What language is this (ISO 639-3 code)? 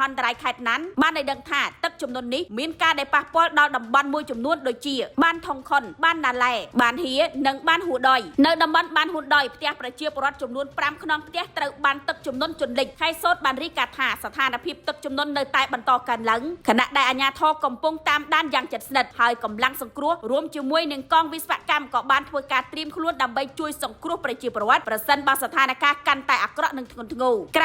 khm